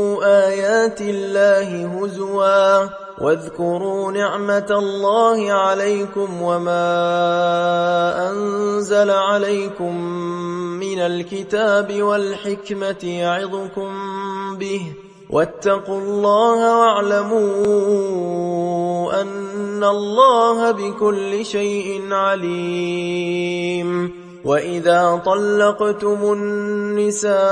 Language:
Arabic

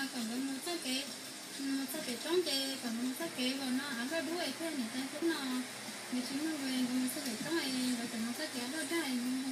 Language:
Hmong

